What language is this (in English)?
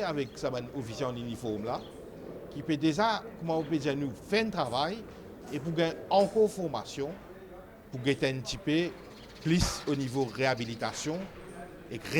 Morisyen